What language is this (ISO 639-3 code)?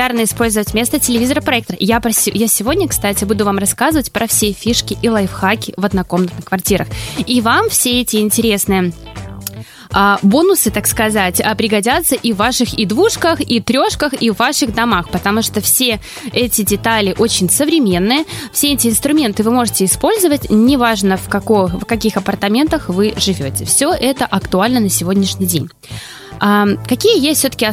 rus